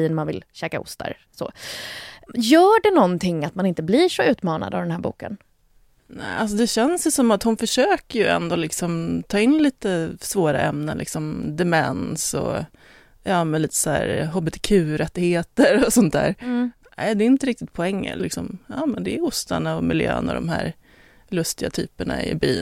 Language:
Swedish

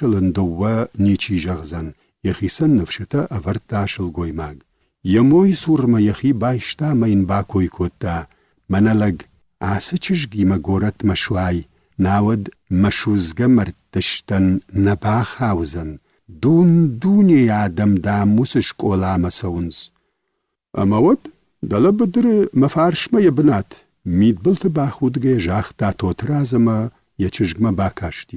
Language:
Ossetic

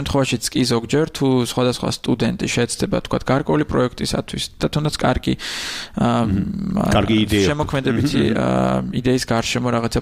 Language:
Georgian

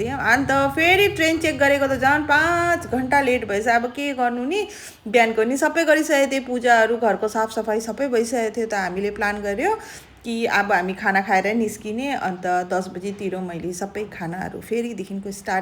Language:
Nepali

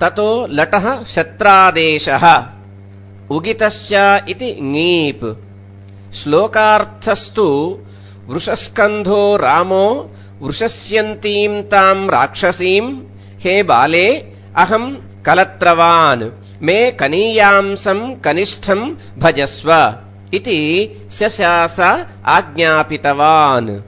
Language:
Sanskrit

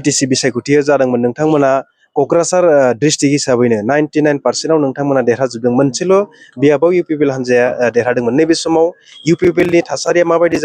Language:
Bodo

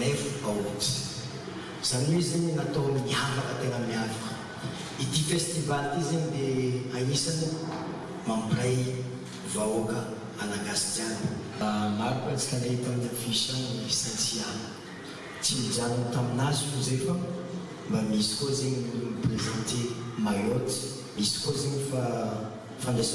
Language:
Malagasy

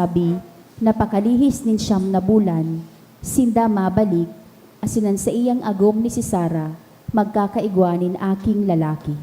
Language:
Bikol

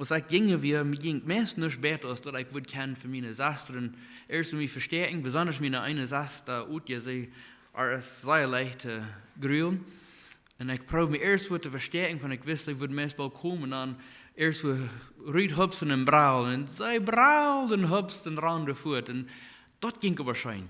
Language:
Plautdietsch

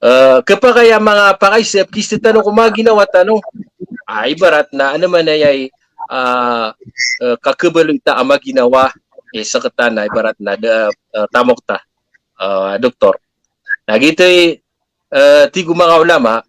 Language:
Maranao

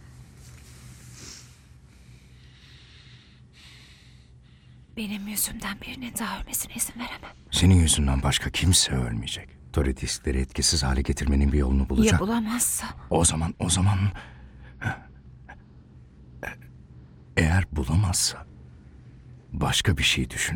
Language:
Turkish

